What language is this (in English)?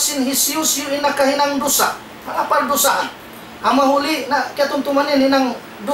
Tausug